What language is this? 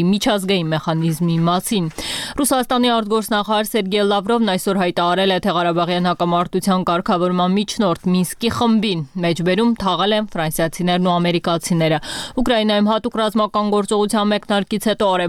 Armenian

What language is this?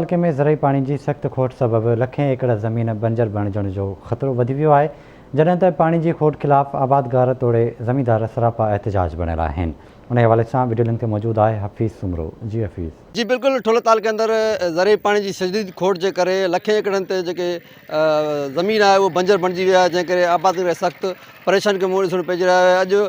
Sindhi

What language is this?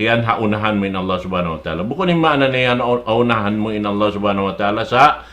Tausug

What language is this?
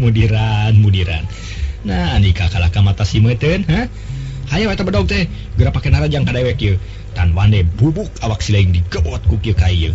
Sundanese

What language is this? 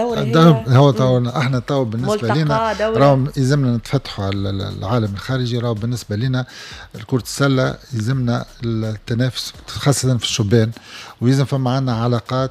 Tunisian Arabic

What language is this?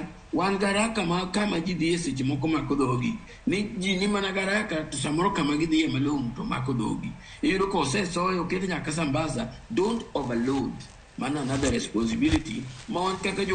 Luo (Kenya and Tanzania)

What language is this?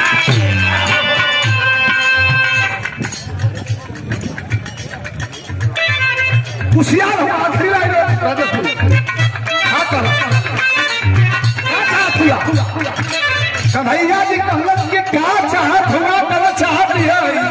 Bhojpuri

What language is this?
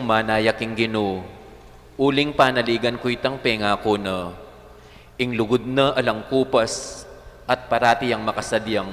Pampanga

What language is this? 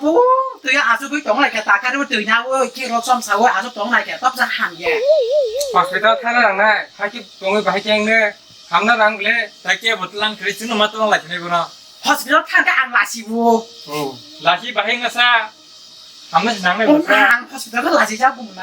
Kok Borok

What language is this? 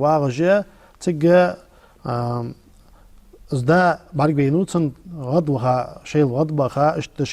Ingush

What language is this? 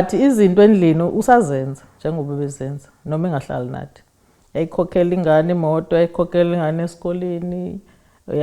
Zulu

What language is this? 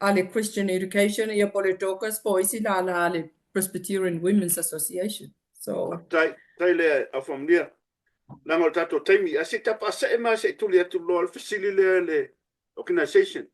Samoan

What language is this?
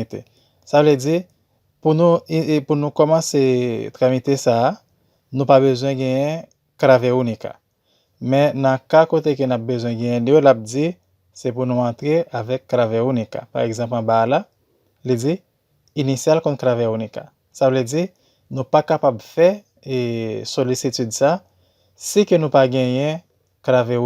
Haitian Creole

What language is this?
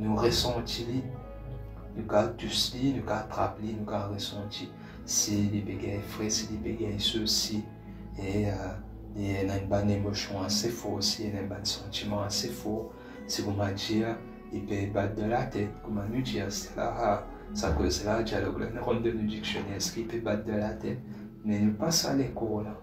Morisyen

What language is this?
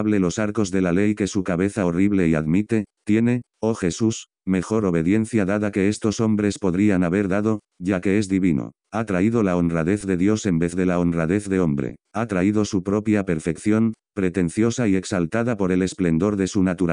Spanish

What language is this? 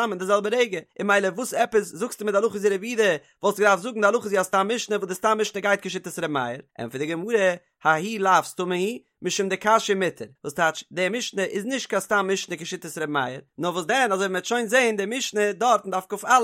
Yiddish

